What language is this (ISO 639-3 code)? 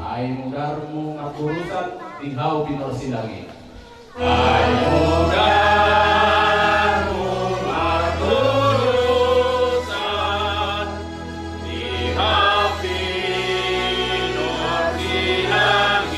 bbc